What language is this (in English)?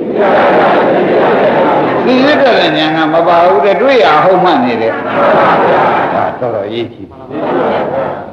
Burmese